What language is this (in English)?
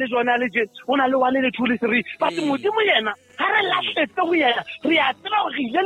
Southern Sotho